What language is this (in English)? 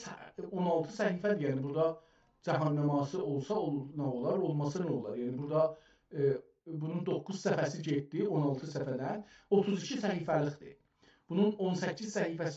South Azerbaijani